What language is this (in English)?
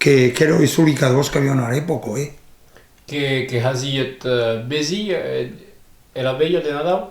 Occitan